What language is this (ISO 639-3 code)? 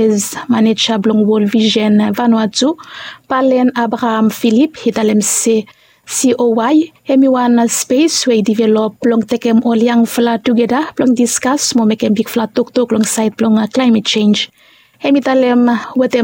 bis